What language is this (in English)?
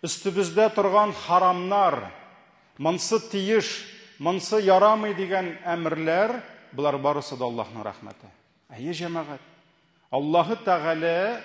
Tatar